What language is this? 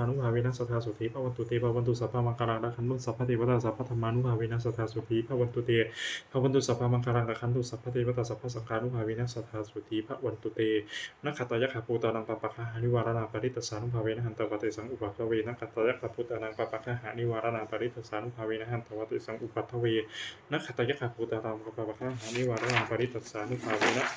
Pali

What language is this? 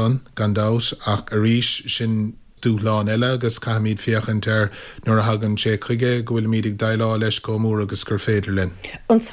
Irish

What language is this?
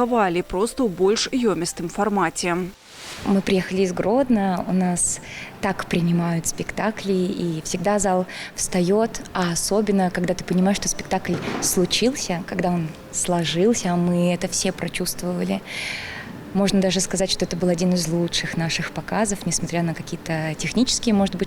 Belarusian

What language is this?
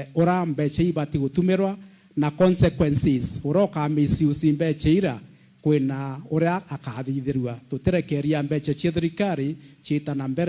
Meru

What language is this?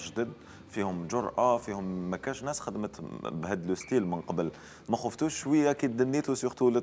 Algerian Arabic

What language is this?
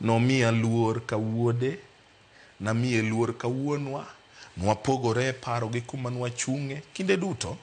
Luo (Kenya and Tanzania)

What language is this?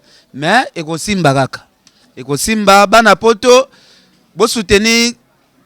Lingala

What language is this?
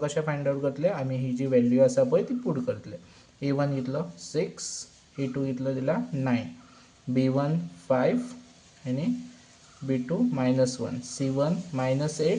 Konkani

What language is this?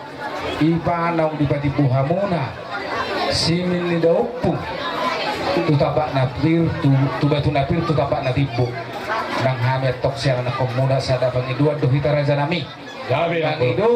Batak Toba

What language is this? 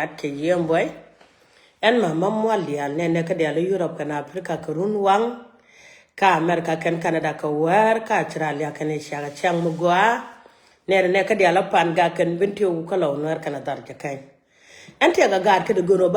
Nuer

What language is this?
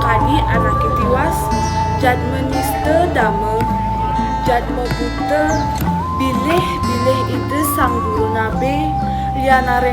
Balinese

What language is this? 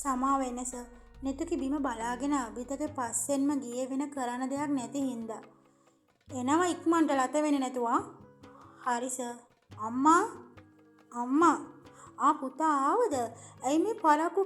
Sinhala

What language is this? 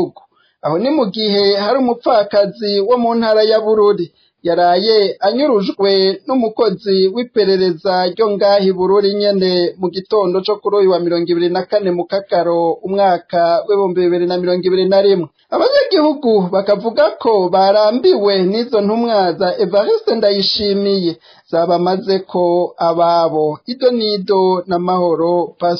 Rundi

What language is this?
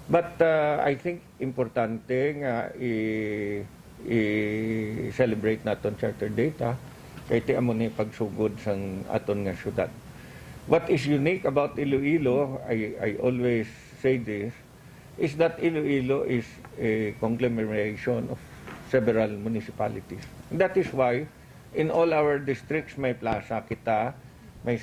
Hiligaynon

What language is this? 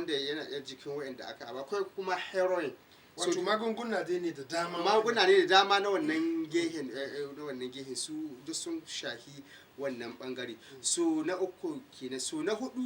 Hausa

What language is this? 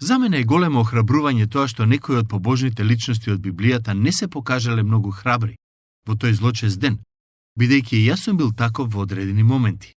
Macedonian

